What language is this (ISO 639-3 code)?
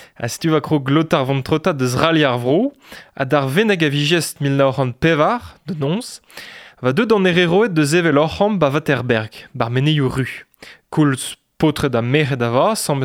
bre